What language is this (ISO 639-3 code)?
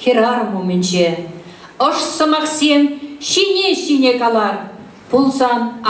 chv